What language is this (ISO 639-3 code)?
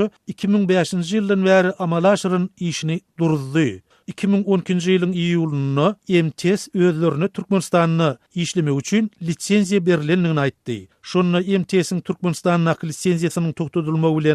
tuk